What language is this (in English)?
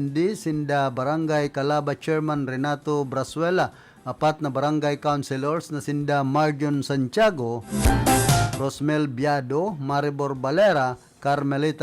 Bikol